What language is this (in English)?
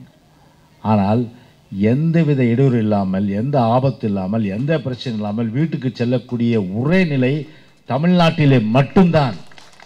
Tamil